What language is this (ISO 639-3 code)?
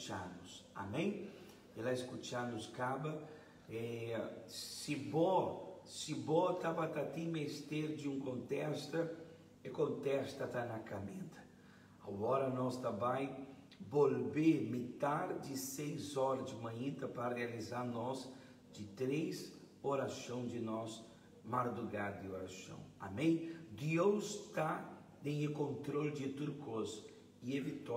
pap